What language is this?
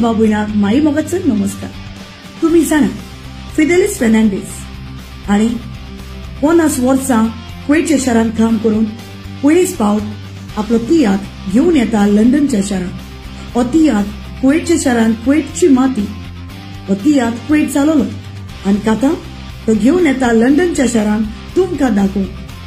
Konkani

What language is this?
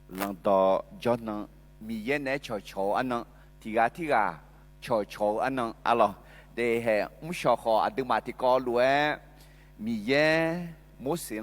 Akha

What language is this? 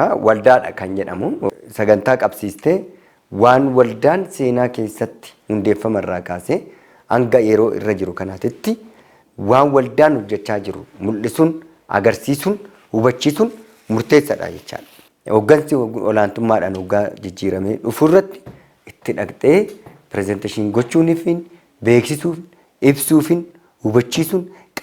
Oromo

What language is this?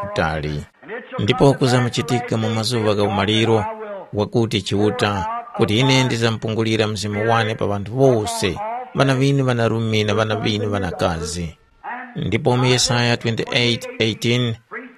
Tumbuka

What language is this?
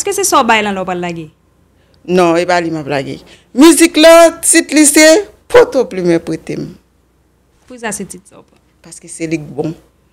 Haitian Creole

